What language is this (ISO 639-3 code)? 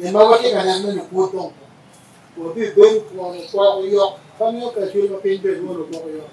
ach